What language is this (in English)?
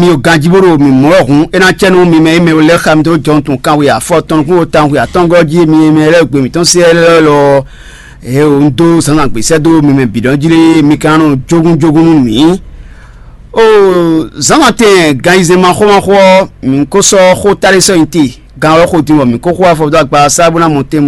Fon